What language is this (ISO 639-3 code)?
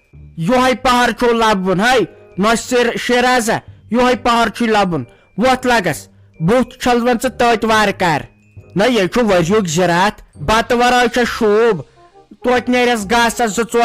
kas